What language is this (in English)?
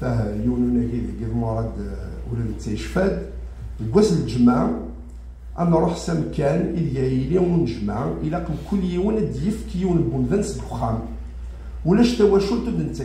Kabyle